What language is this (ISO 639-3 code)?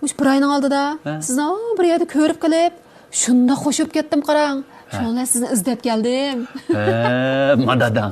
uig